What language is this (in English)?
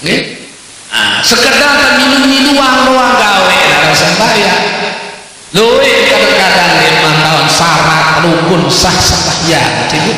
Sasak